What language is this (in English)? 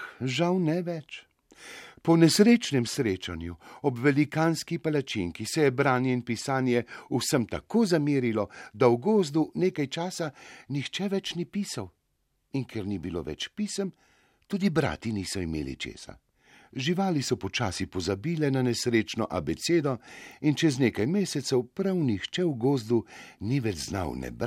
Slovenian